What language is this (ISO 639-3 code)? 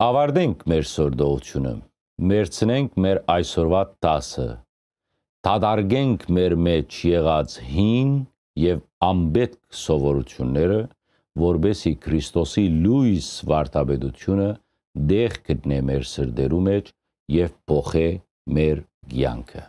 hyw